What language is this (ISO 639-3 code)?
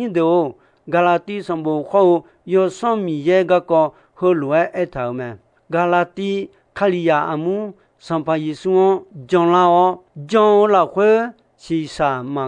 ahk